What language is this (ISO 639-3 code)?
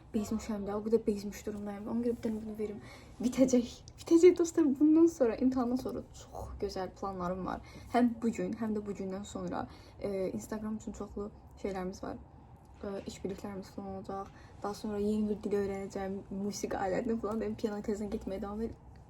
aze